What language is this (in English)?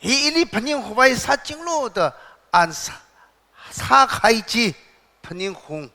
Tangkhul Naga (India)